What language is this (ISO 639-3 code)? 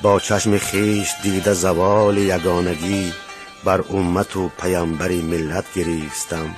tgk